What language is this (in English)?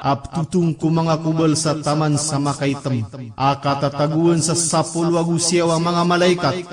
Maranao